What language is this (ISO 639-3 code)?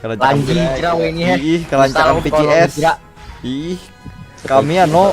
bjn